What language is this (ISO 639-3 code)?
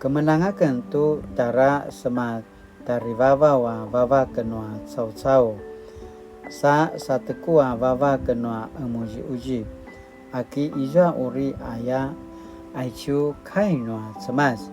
pwn